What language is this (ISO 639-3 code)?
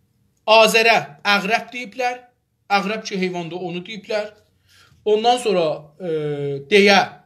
azb